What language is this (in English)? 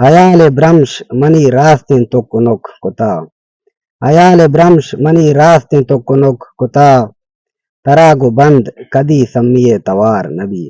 Baluchi